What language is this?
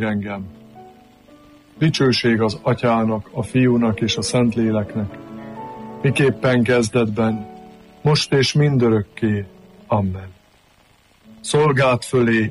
Hungarian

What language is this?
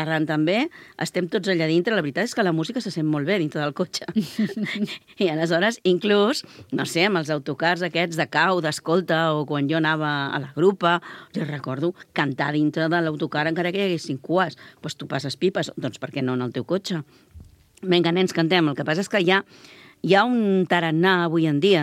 Catalan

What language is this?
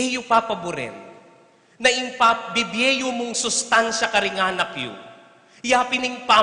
Pampanga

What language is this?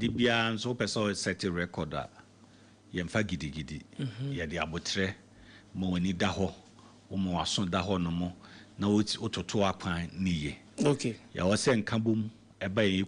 Akan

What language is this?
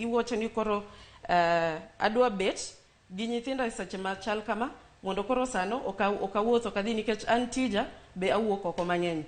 Luo (Kenya and Tanzania)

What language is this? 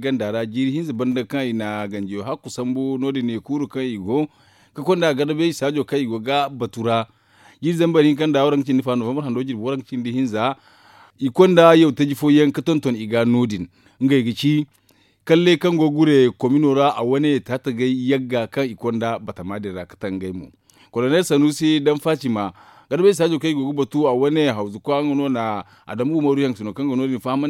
Zarma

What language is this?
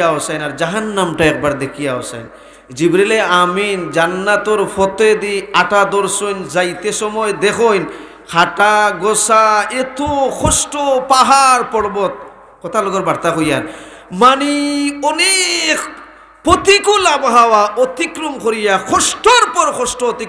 Sylheti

